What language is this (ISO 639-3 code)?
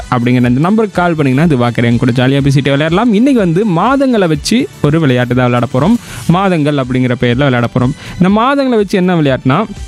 tam